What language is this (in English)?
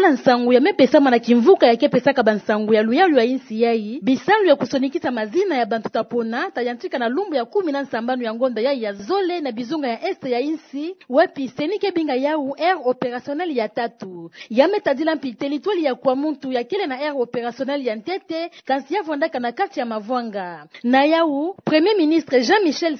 Kituba (Democratic Republic of Congo)